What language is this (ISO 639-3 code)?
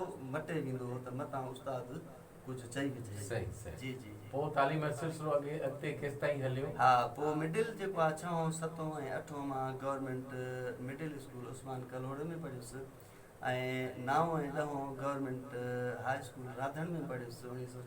snd